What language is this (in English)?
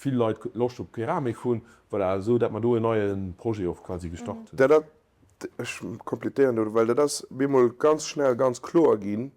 Luxembourgish